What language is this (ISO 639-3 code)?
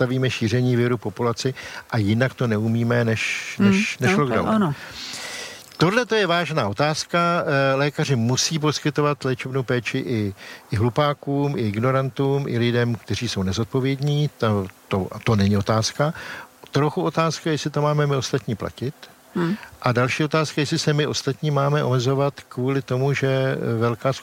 ces